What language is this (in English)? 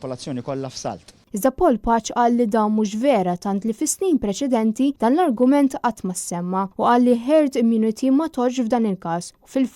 Maltese